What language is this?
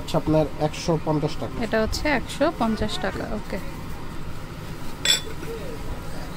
Bangla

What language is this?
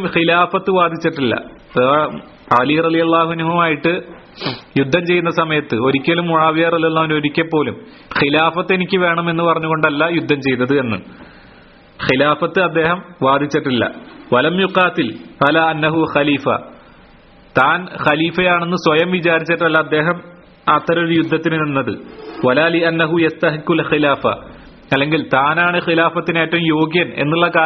Malayalam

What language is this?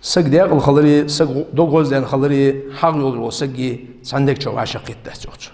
Ingush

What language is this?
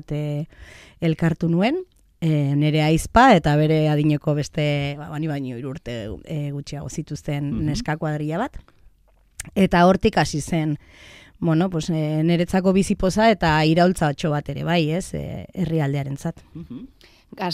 Basque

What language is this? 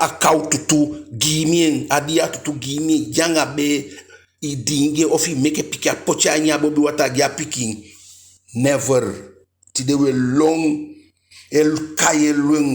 Eastern Maroon Creole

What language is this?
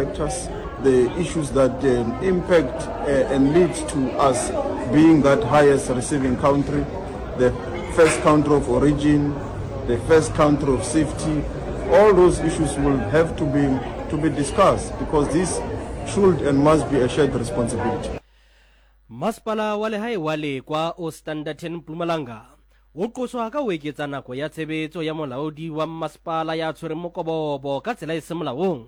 Southern Sotho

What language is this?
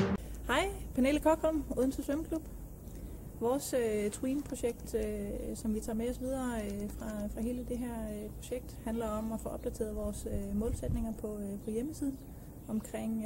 Danish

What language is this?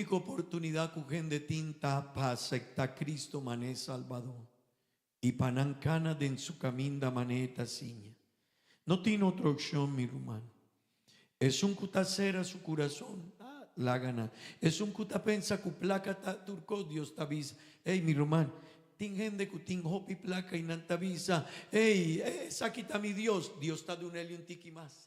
Papiamento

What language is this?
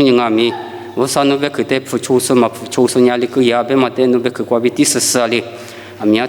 Lisu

